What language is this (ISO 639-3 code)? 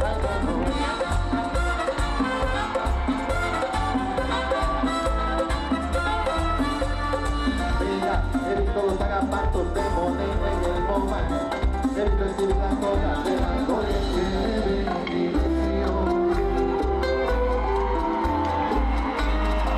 spa